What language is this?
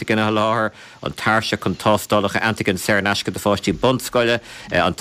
Irish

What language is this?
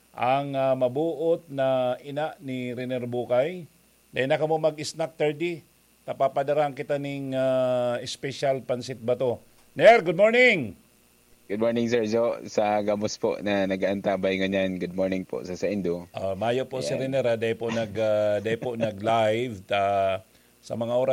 Bikol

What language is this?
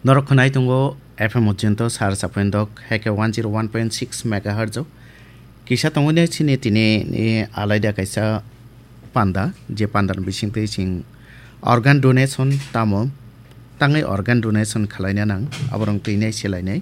Kok Borok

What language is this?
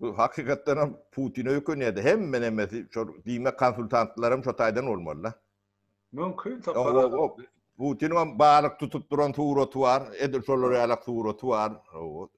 Turkmen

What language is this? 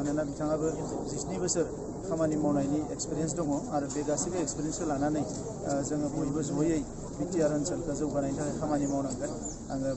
Bodo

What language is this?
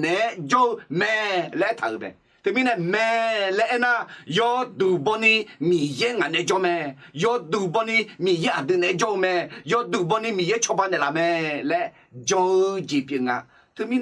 Akha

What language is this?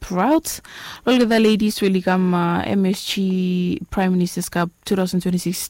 Bislama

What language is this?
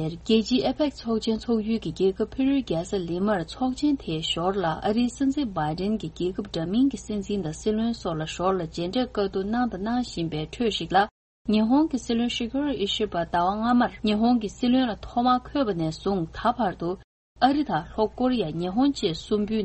Tibetan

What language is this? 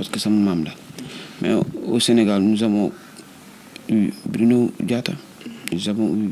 Wolof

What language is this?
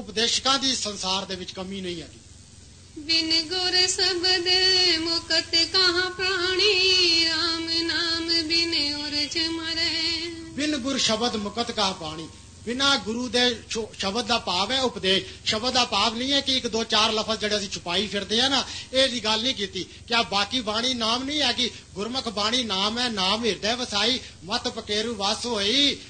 Punjabi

